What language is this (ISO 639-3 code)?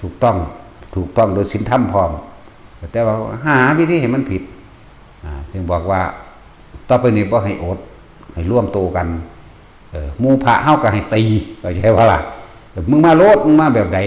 tts